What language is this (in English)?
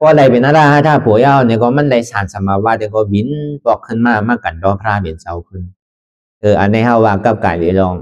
Shan